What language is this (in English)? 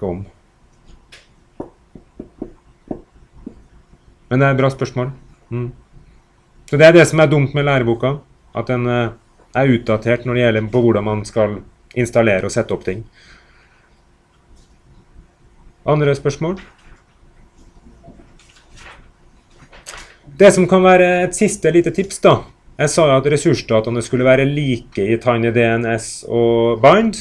Norwegian